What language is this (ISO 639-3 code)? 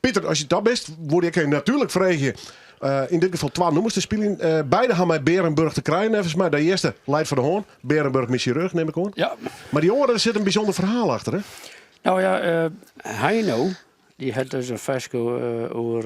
fry